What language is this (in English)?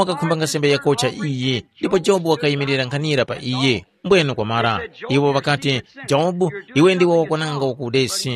Tumbuka